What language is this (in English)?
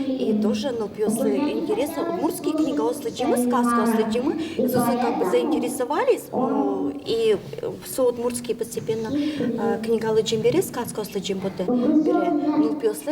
Udmurt